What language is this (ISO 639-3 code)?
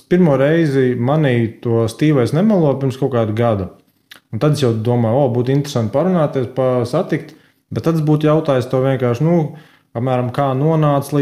lav